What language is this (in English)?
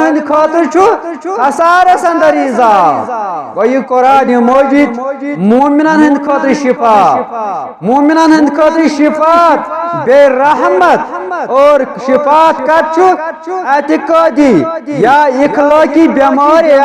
Kashmiri